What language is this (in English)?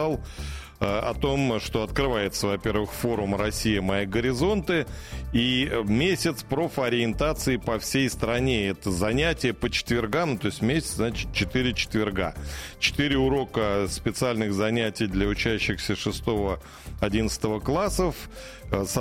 Russian